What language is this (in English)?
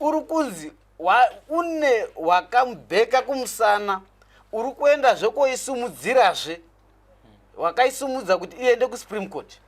Shona